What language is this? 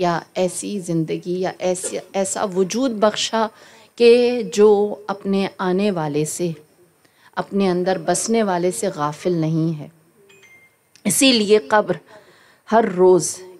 Urdu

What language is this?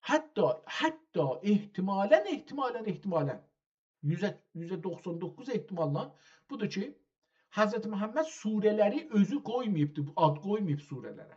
South Azerbaijani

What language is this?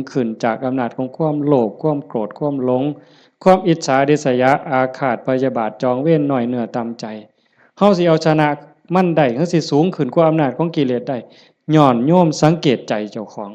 Northeastern Thai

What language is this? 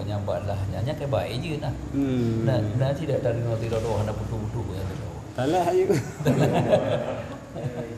Malay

